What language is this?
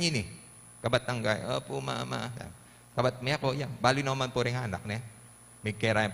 Pampanga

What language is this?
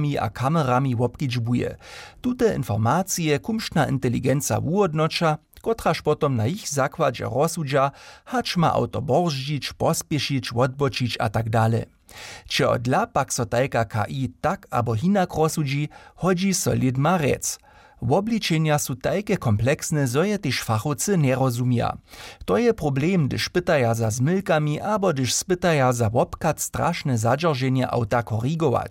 Upper Sorbian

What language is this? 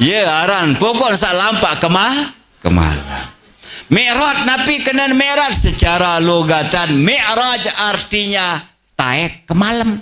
Sasak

